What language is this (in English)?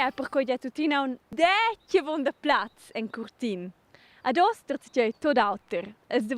Romansh